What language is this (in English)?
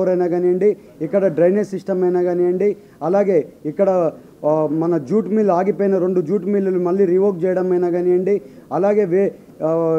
Telugu